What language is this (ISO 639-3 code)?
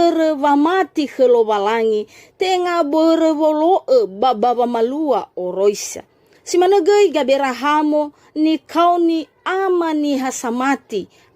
nia